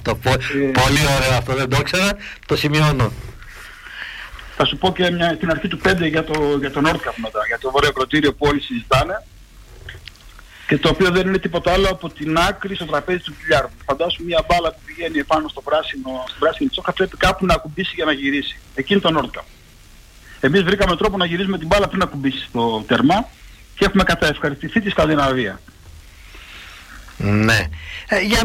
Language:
Greek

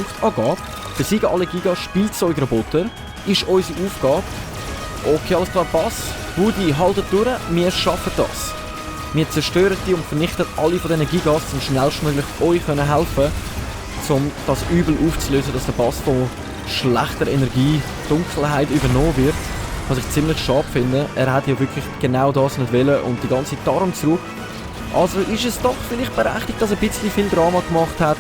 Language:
Swiss German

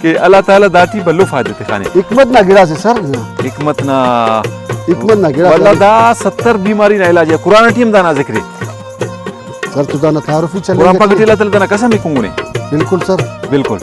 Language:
Brahui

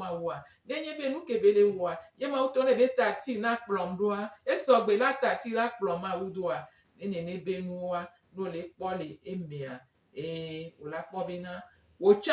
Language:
Gen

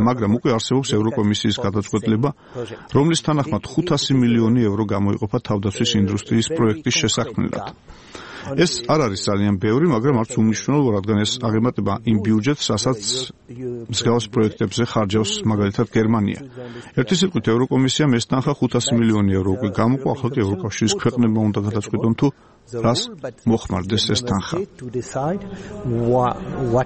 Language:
Georgian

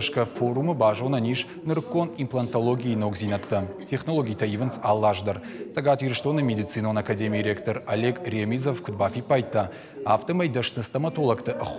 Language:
Ossetic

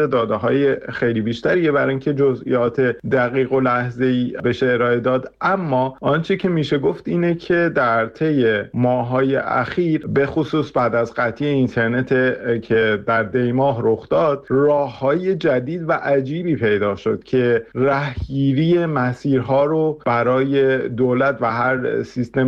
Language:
Persian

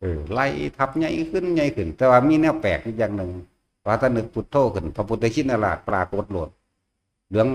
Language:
Northeastern Thai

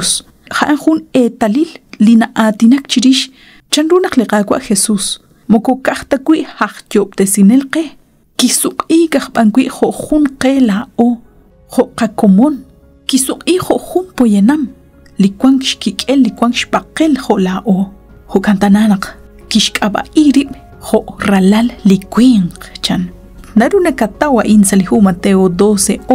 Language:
Kekchí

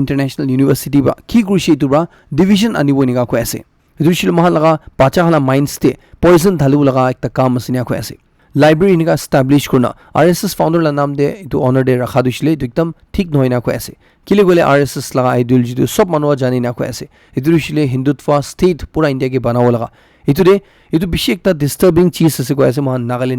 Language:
Naga Pidgin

